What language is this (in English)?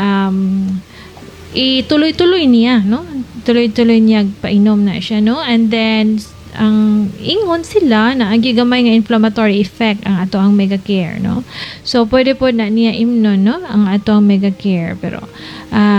Cebuano